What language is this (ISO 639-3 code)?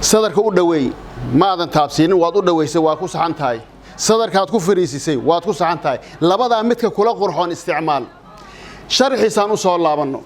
som